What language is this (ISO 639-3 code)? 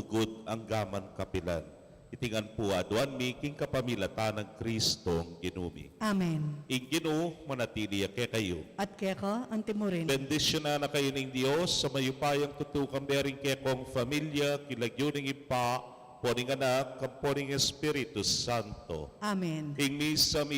pam